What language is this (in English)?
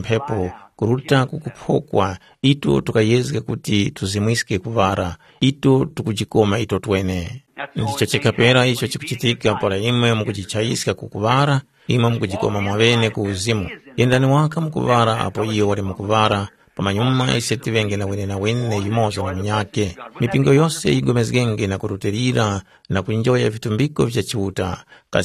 Tumbuka